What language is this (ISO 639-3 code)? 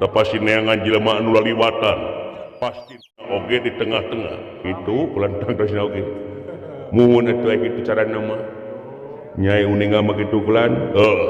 sun